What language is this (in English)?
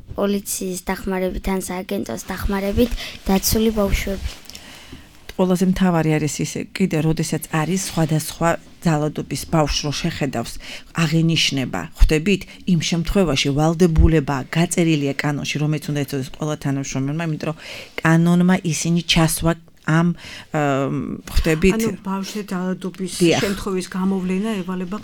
Georgian